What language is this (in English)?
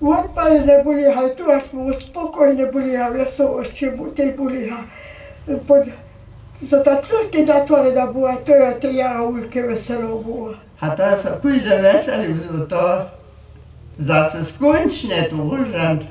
Upper Sorbian